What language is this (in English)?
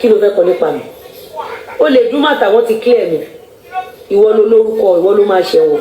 Yoruba